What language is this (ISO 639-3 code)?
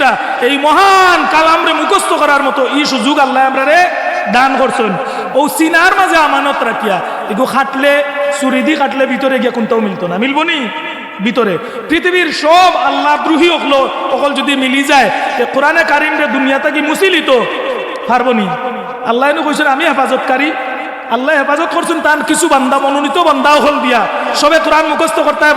syl